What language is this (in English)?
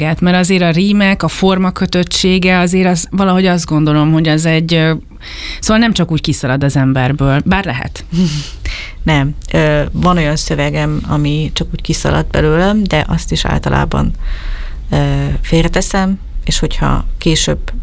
Hungarian